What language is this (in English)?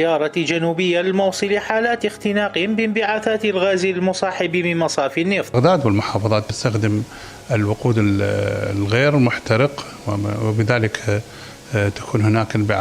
Mesopotamian Arabic